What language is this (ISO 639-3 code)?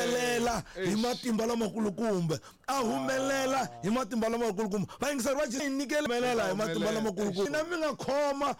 tso